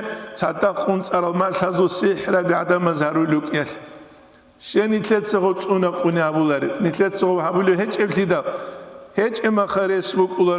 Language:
Avaric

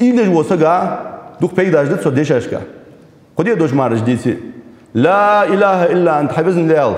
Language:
Ingush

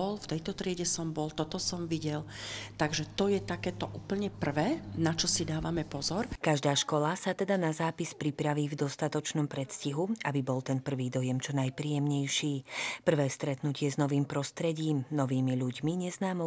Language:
Slovak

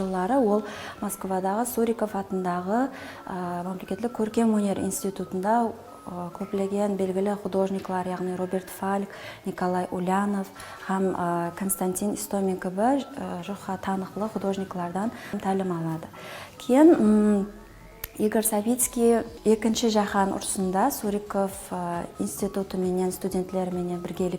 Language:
Kara-Kalpak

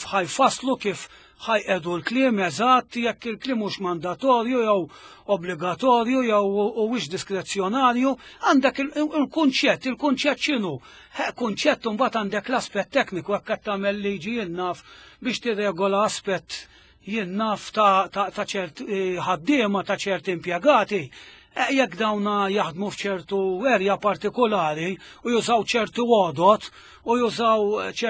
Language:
Maltese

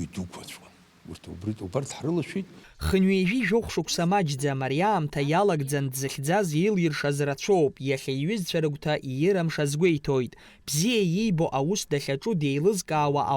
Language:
Abkhazian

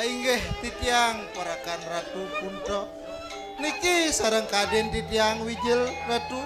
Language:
Balinese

